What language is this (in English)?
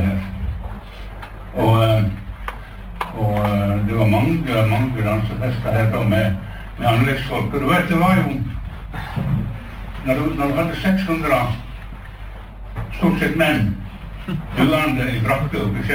Norwegian